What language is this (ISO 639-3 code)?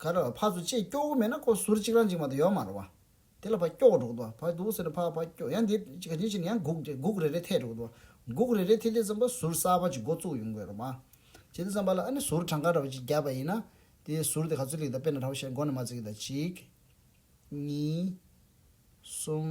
bod